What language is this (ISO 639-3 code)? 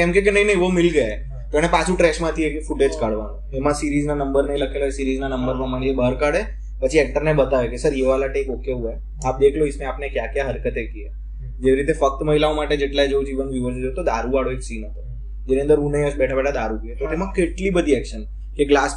guj